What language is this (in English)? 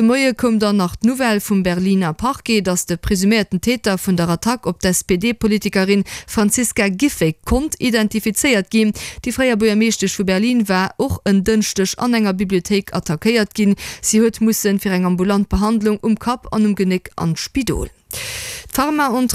Luxembourgish